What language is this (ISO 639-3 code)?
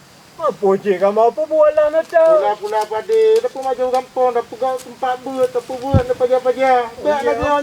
ace